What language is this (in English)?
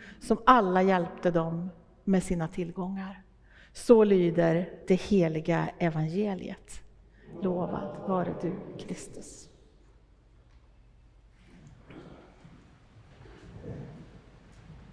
Swedish